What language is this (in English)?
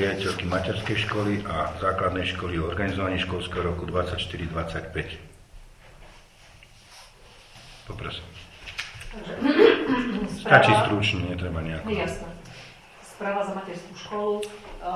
Slovak